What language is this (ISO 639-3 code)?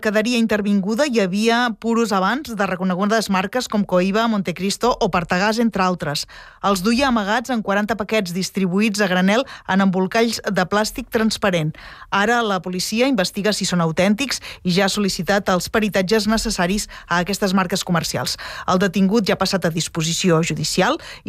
cat